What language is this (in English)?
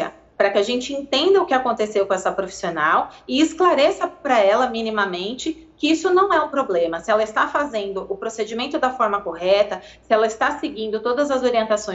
Portuguese